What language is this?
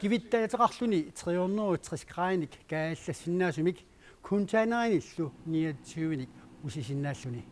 Kalaallisut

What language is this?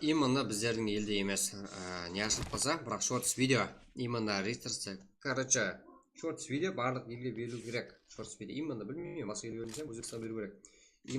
Kara-Kalpak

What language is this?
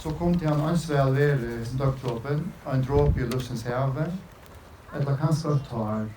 Faroese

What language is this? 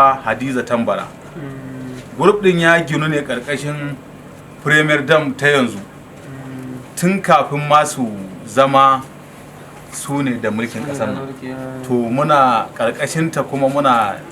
Hausa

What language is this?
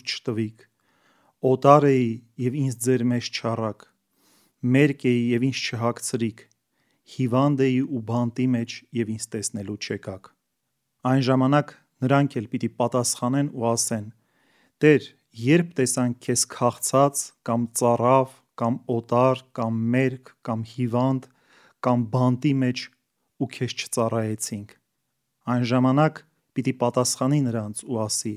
Armenian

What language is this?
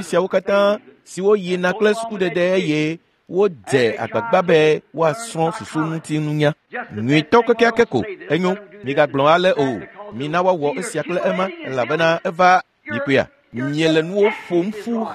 Ewe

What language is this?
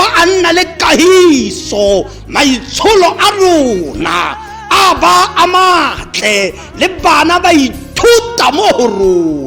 Tswana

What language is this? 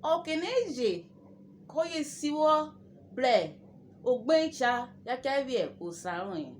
Urhobo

